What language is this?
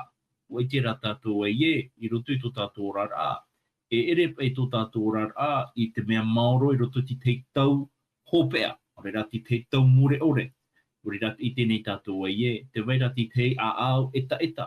Tahitian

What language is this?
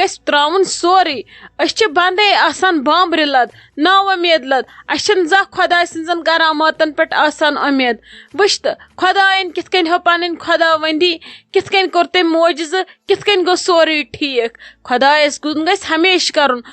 Kashmiri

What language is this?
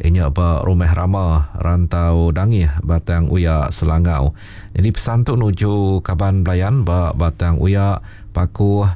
Iban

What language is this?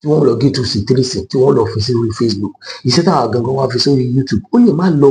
Yoruba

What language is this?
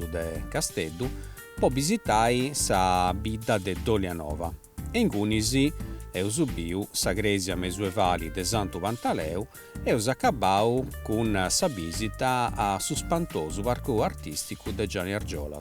Sardinian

